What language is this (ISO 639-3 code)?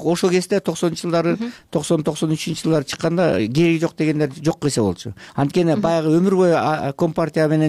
kir